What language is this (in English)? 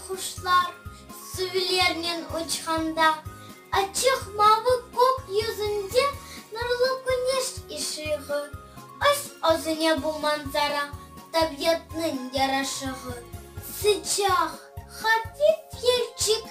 Crimean Tatar